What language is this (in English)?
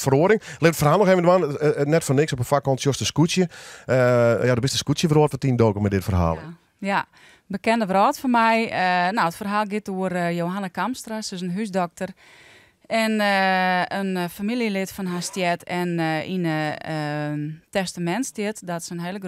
Western Frisian